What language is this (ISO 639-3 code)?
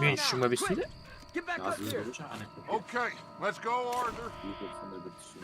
kaa